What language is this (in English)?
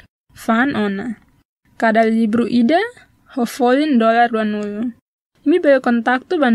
Tetum